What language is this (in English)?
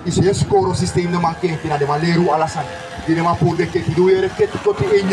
Sranan Tongo